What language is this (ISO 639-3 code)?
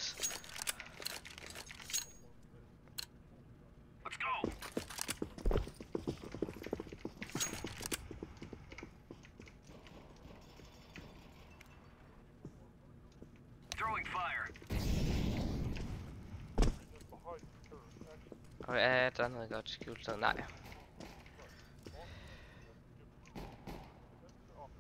dan